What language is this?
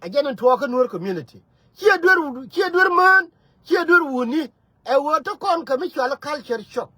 Nuer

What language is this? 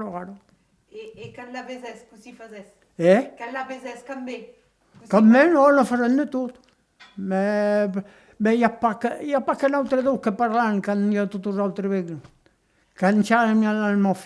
Occitan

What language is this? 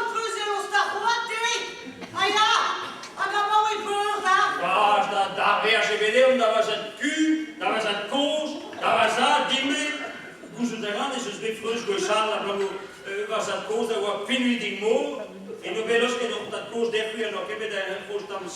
Breton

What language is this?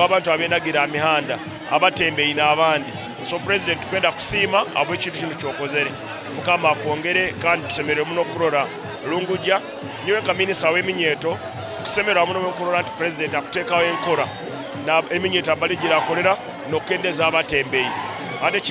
Nyankole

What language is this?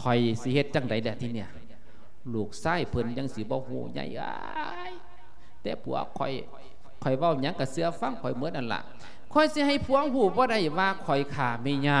Lao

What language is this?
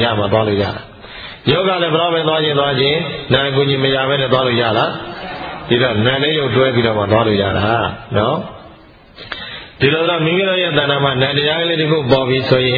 Burmese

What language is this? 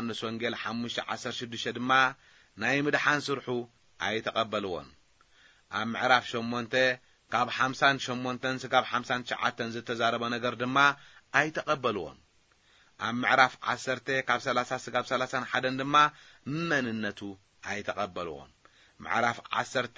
Tigrinya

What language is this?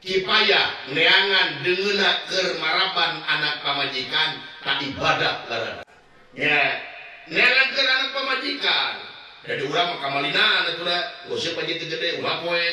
Sundanese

